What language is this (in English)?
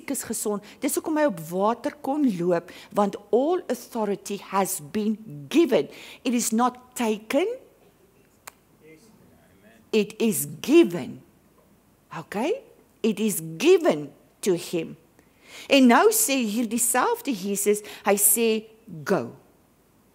Afrikaans